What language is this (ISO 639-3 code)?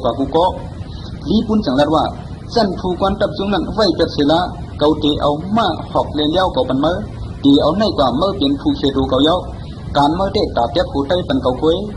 shn